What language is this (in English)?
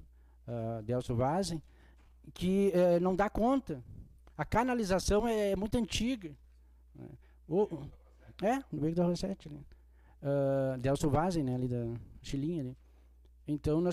Portuguese